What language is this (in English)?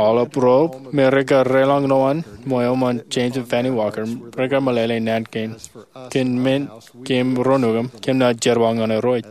Marshallese